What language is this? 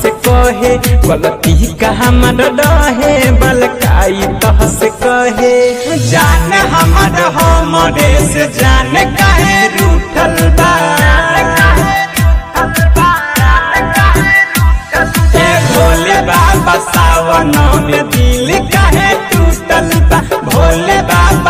Bhojpuri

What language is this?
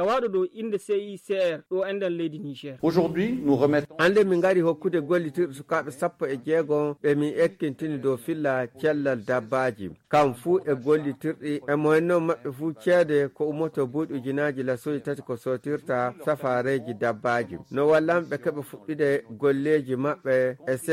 Nigerian Fulfulde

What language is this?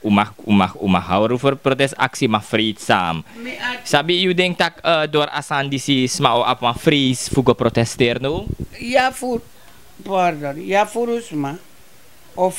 Sranan Tongo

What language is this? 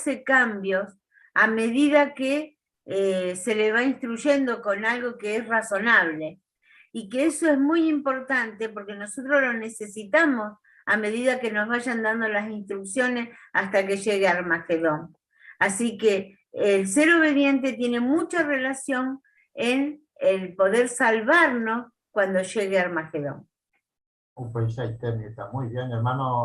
Guarani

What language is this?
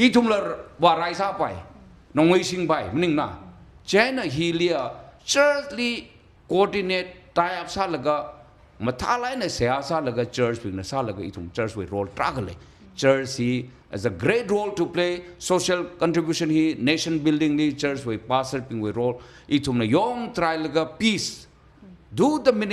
Tangkhul Naga (India)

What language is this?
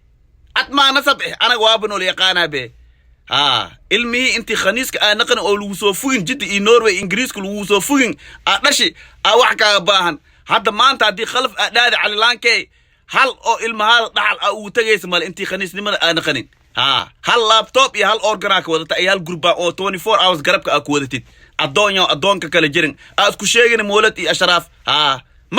Somali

